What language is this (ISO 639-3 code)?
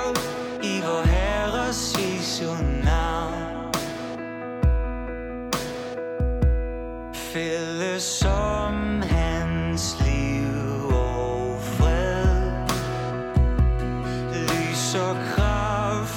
dan